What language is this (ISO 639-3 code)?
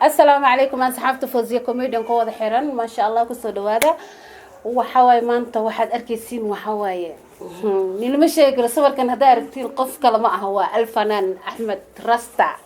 som